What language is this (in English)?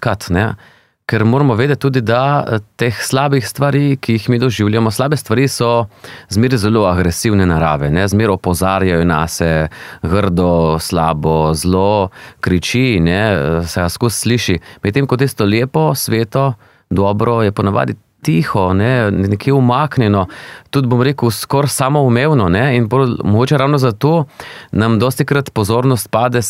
Slovenian